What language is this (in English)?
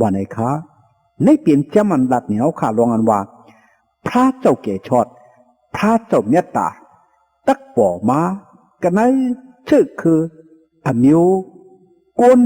Shan